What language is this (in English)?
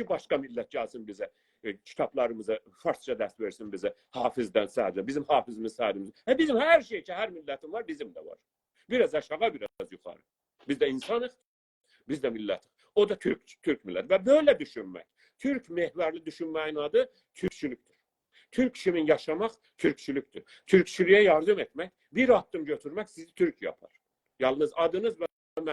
South Azerbaijani